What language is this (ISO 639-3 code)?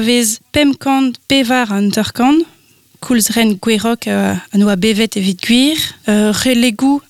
bre